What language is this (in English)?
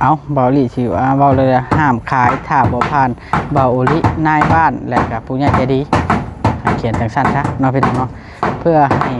Northeastern Thai